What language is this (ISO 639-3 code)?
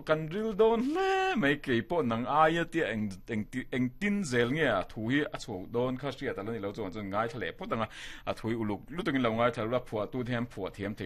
lus